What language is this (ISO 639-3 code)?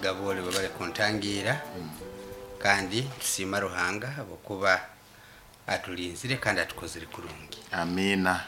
nyo